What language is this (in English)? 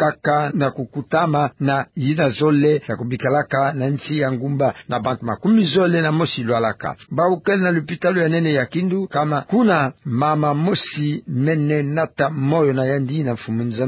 Kituba (Democratic Republic of Congo)